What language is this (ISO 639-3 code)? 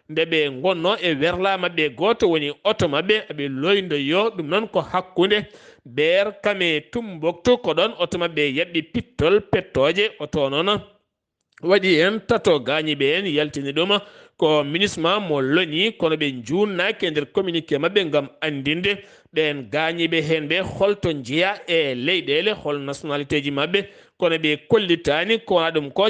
ful